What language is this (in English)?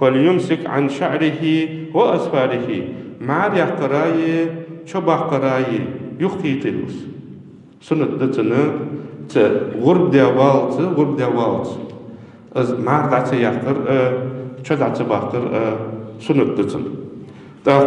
Ingush